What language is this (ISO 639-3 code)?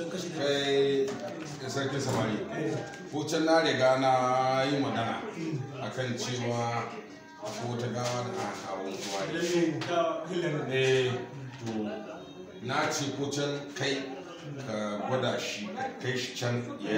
hau